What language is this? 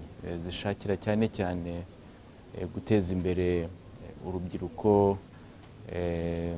Kinyarwanda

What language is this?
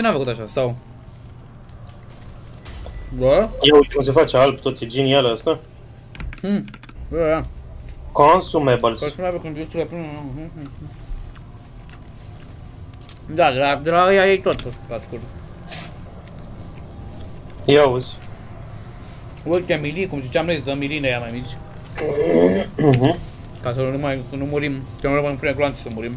Romanian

